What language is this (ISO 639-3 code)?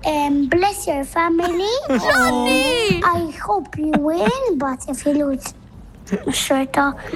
mlt